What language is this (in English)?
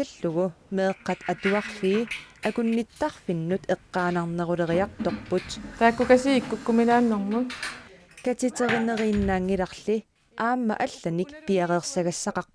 Kalaallisut